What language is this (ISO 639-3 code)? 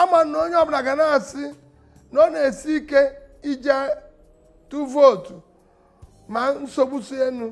ibo